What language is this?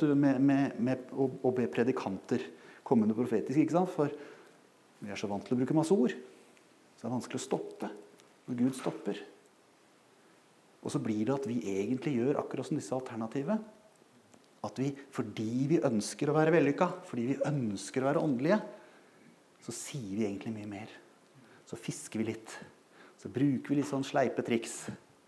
Norwegian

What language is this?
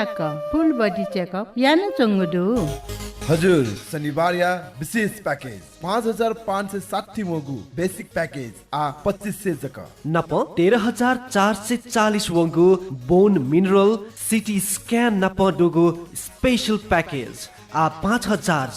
Newari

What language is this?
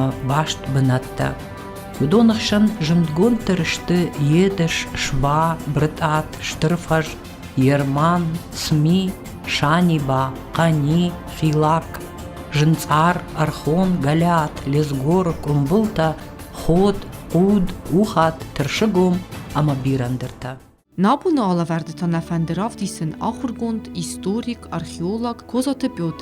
Ossetic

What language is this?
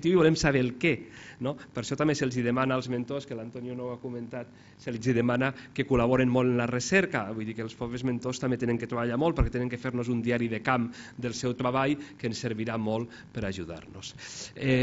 Catalan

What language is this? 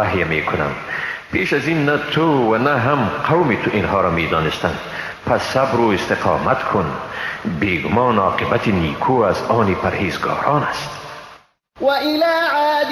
Persian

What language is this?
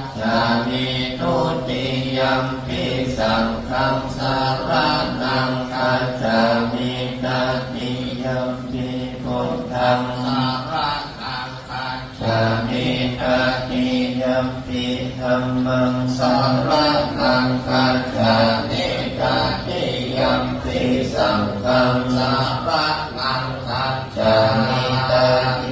Pali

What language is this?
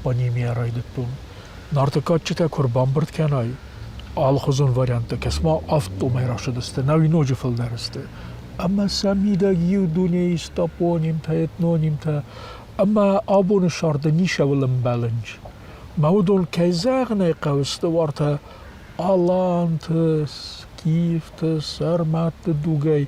Ossetic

